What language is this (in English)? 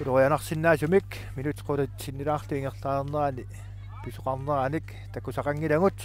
Kalaallisut